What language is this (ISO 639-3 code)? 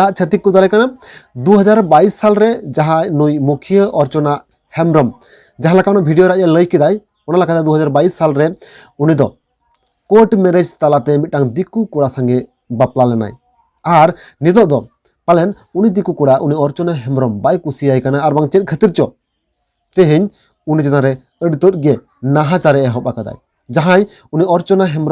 sat